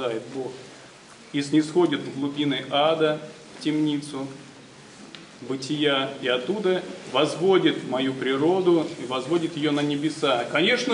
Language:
Russian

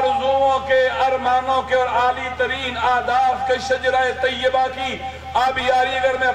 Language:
Urdu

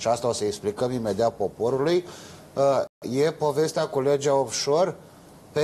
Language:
Romanian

